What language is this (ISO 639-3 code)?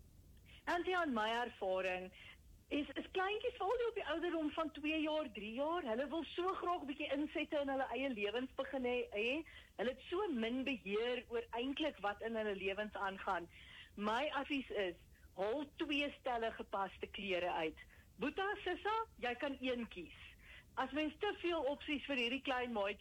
afr